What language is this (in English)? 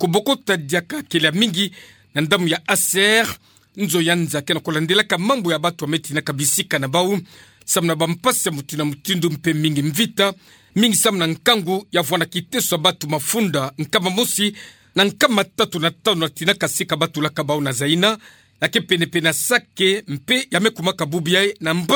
Kituba (Democratic Republic of Congo)